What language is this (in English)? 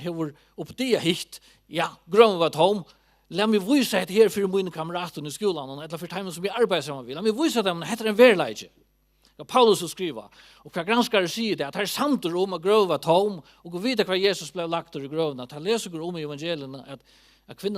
Faroese